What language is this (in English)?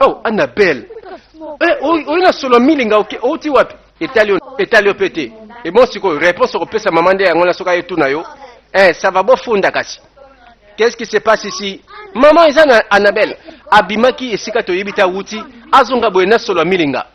Lingala